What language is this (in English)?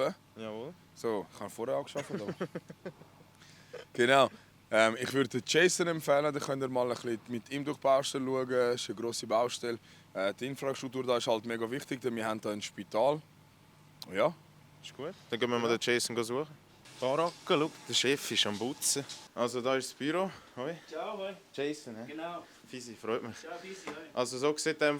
Swiss German